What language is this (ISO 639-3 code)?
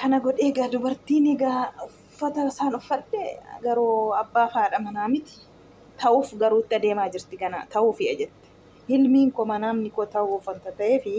orm